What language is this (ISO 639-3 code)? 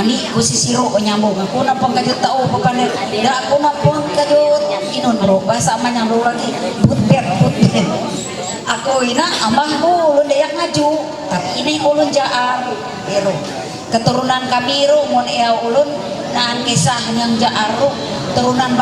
mhy